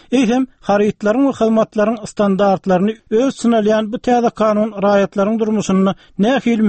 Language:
Turkmen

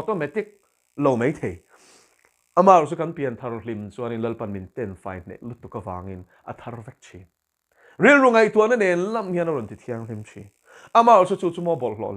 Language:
Mizo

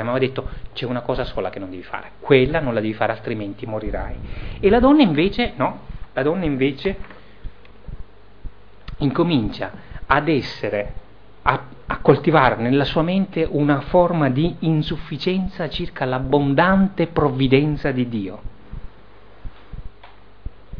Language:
Italian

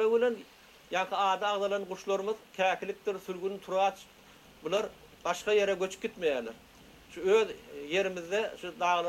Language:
Turkmen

